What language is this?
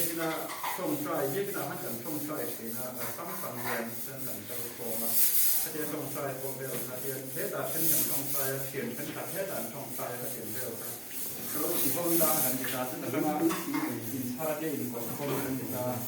Mizo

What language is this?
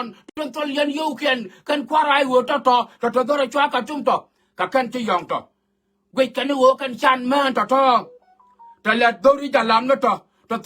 Nuer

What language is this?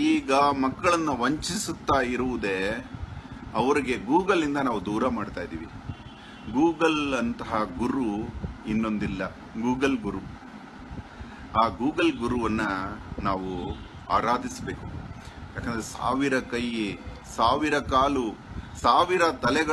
Kannada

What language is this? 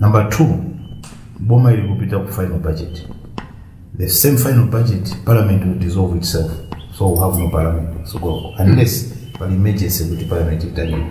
Nyanja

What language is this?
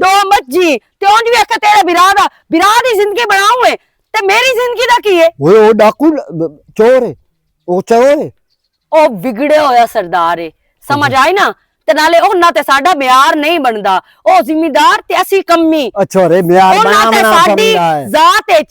Western Panjabi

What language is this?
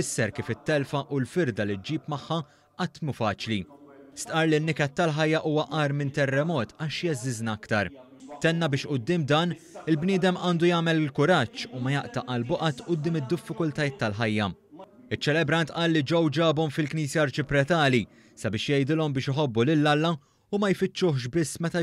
Maltese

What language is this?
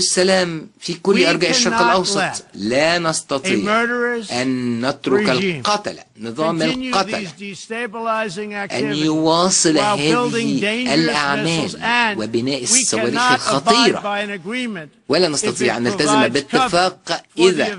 Egyptian Arabic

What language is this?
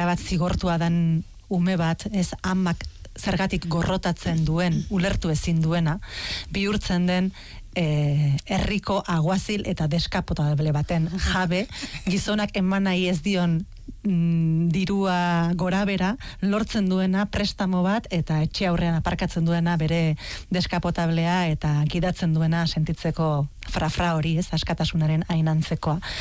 Basque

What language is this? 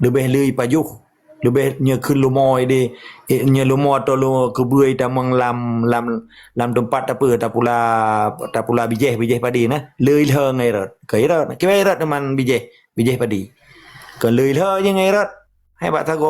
Achinese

